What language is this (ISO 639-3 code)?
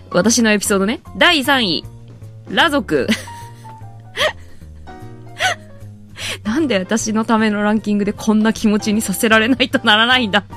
jpn